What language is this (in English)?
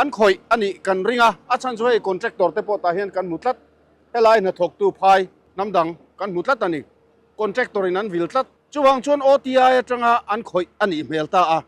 Mizo